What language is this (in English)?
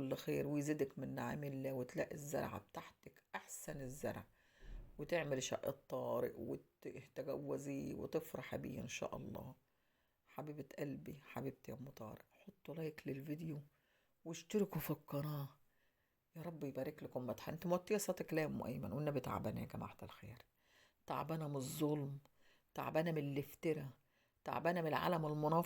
Egyptian Arabic